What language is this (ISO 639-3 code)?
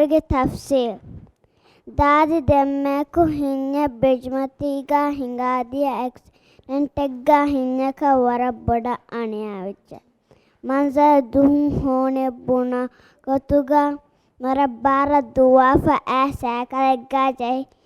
div